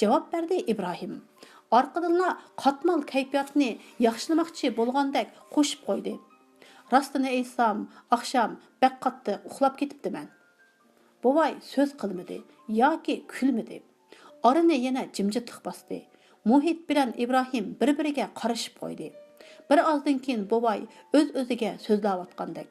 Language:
Uyghur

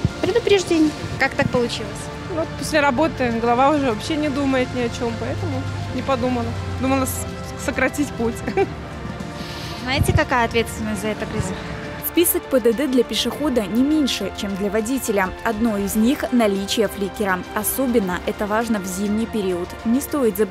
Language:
Russian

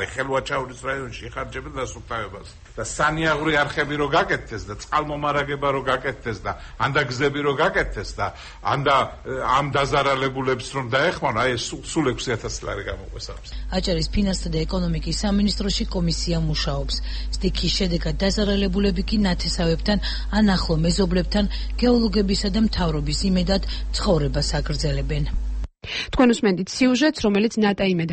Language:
Georgian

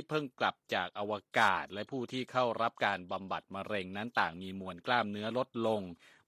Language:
Thai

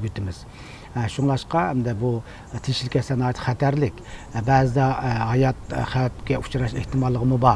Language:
Uyghur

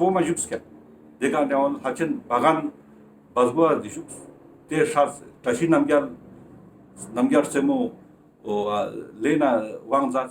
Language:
Ladakhi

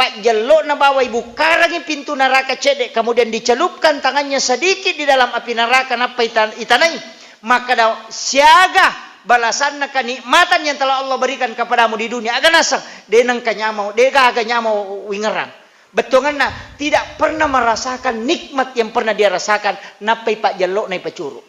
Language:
Buginese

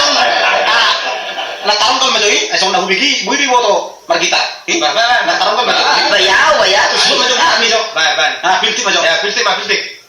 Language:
Batak Toba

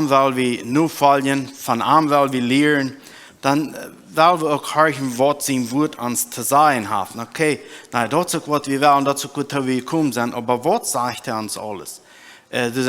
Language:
Plautdietsch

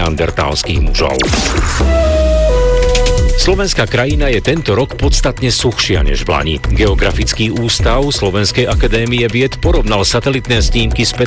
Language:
Slovak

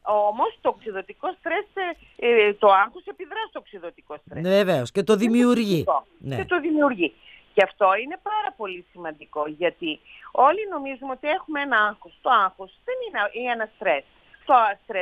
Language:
Greek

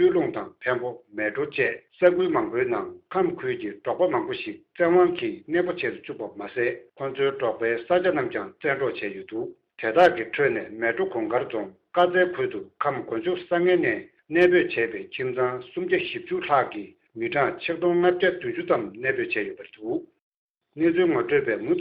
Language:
Tibetan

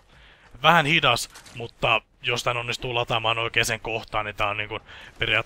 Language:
Finnish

